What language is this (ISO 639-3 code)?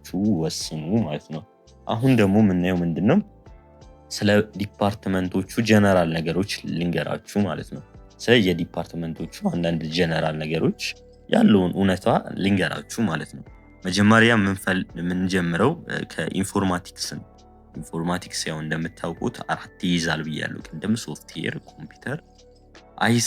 amh